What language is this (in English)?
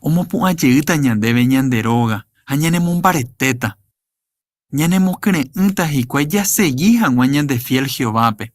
Guarani